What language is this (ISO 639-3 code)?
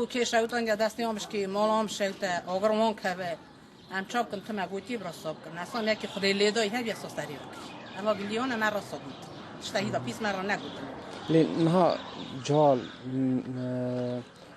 kur